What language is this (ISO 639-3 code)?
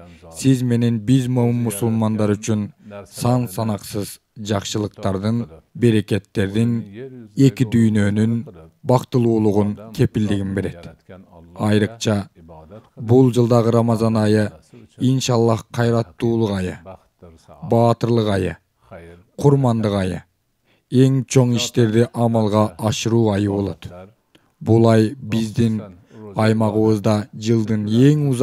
kir